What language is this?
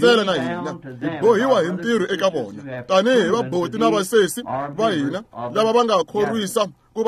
Tsonga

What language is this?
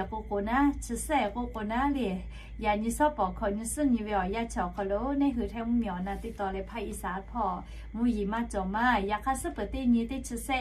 Lahu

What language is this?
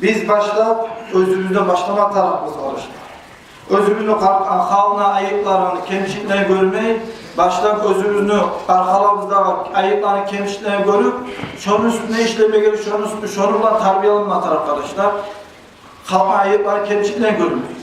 Kumyk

